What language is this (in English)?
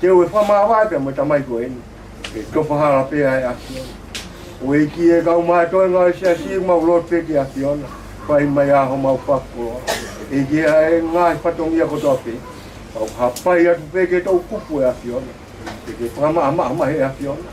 Tongan